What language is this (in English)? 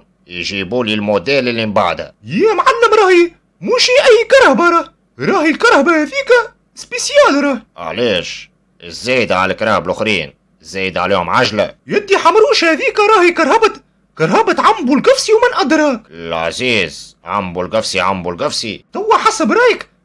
Tunisian Arabic